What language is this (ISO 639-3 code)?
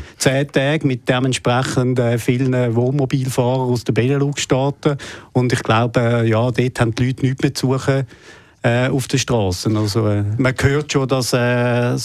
deu